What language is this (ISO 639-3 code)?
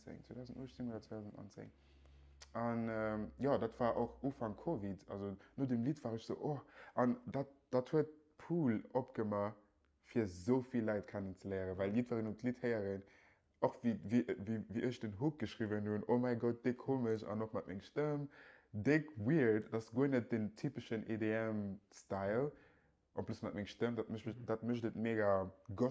ltz